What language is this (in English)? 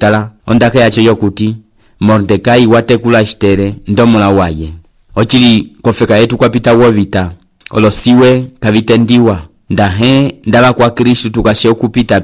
Umbundu